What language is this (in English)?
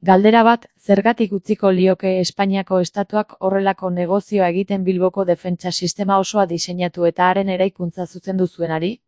Basque